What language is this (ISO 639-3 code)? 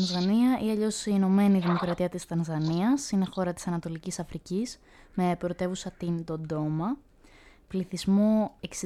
ell